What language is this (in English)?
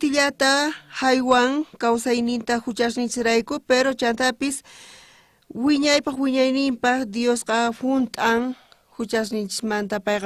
South Bolivian Quechua